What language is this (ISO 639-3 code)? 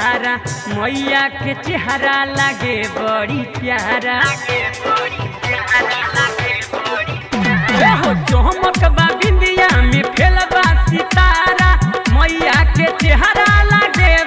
bho